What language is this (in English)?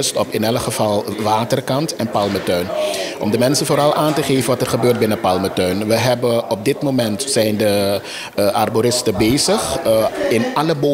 Dutch